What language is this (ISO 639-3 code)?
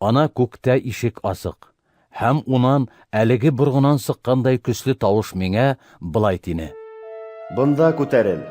bak